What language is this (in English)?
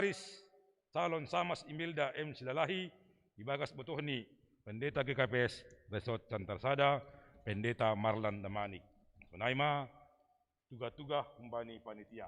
Batak Simalungun